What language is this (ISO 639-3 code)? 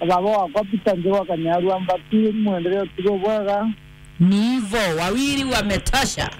mer